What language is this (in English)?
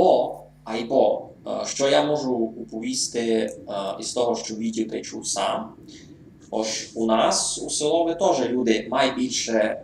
Rusyn